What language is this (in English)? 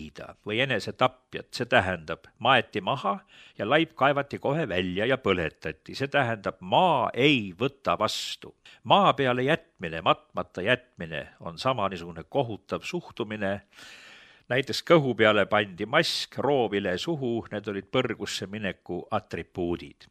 Estonian